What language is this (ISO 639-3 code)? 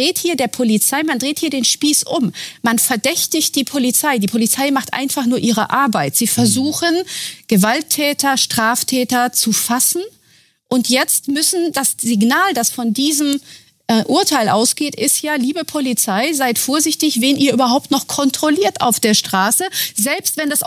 deu